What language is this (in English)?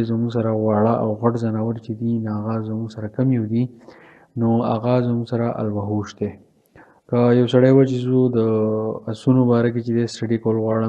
Pashto